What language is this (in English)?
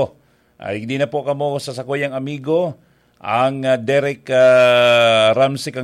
Bikol